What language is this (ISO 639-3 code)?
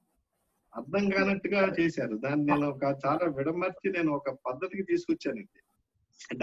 tel